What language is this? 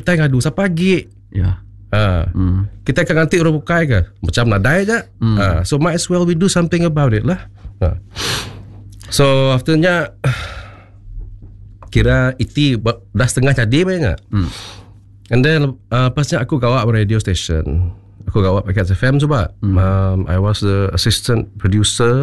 Iban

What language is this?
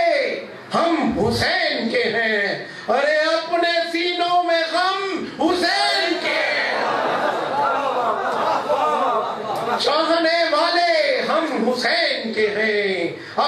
Urdu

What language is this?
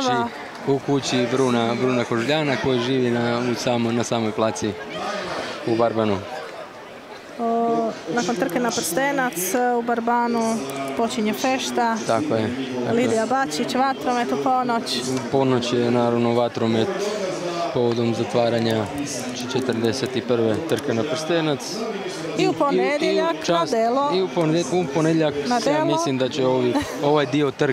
Croatian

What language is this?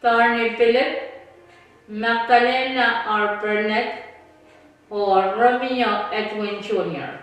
Pohnpeian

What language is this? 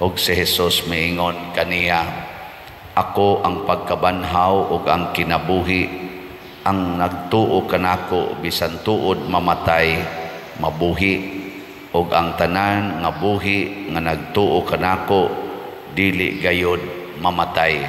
Cebuano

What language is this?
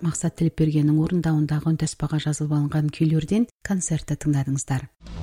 Kazakh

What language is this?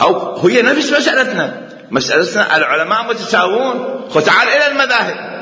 Mesopotamian Arabic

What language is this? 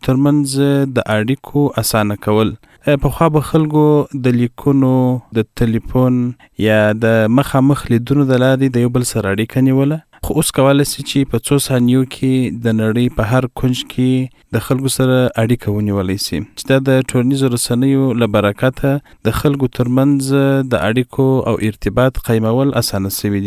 Pashto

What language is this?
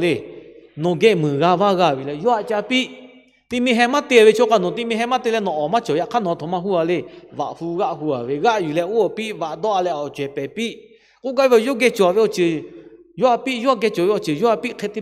Lahu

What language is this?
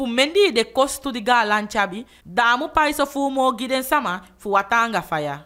Eastern Maroon Creole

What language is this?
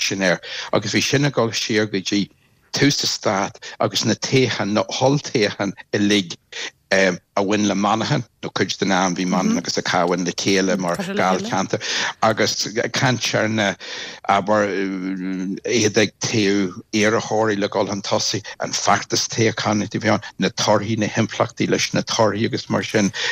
Irish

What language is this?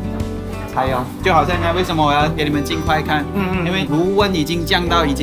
Chinese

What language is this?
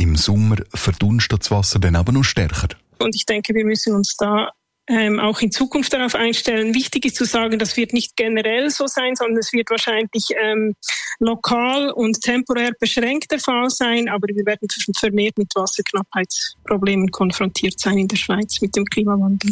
German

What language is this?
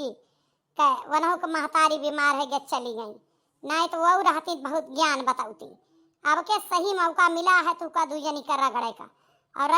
Awadhi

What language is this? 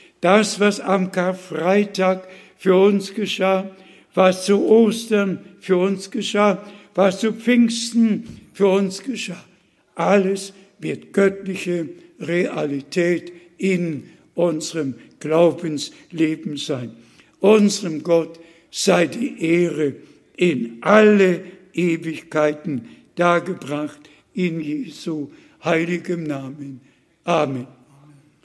German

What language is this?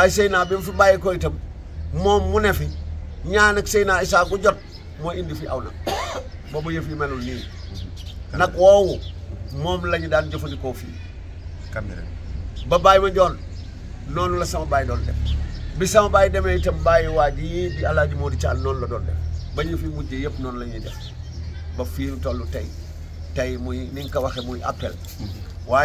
Wolof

